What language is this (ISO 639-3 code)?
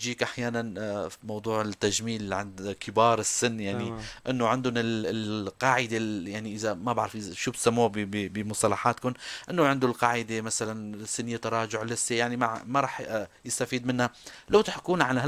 apc